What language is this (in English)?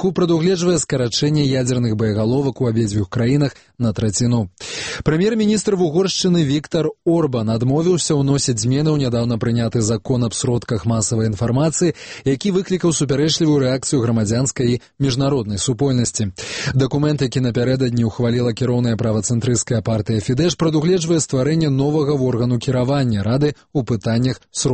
Belarusian